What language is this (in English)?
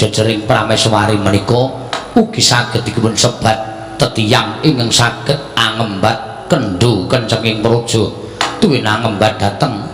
Javanese